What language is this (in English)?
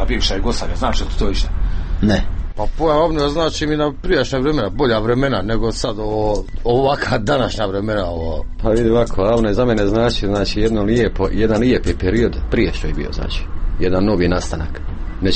Croatian